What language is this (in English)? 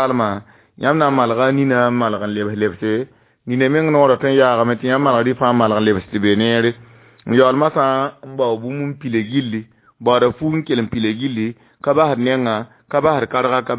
Mossi